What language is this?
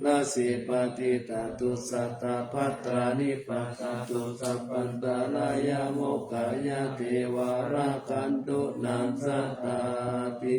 Pali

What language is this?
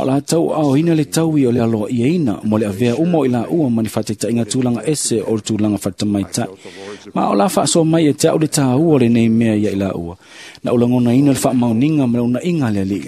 Samoan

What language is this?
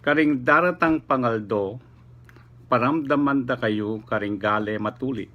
Pampanga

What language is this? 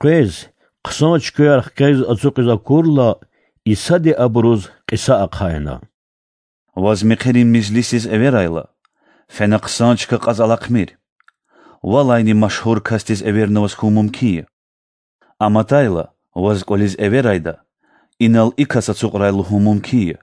Lezghian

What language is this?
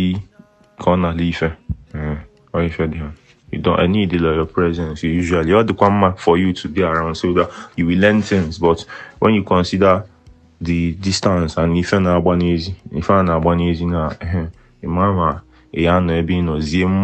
Igbo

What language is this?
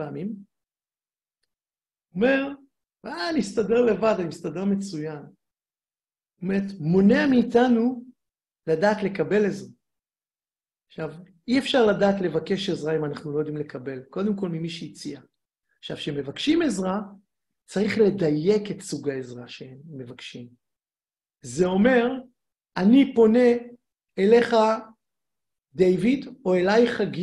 Hebrew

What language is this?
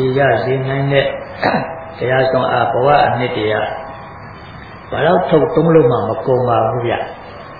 Burmese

